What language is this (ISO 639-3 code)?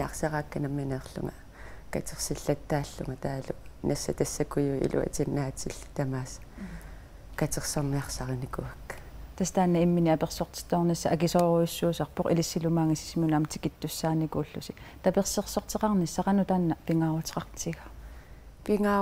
kal